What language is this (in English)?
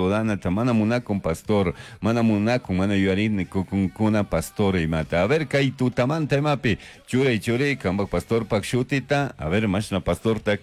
Chimborazo Highland Quichua